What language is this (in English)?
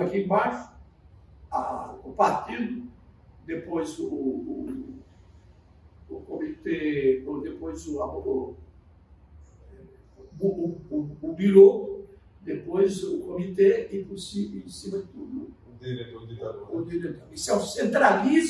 Portuguese